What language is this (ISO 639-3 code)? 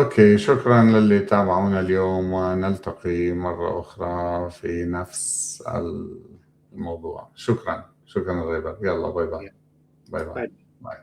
apc